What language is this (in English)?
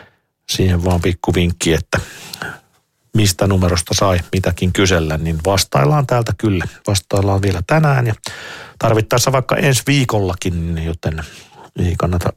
Finnish